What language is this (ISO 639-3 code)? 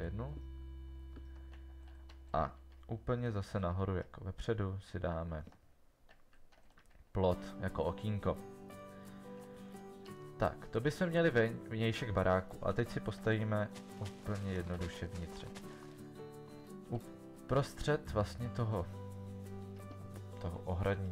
ces